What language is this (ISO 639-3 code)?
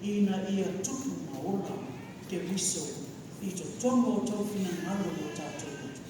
smo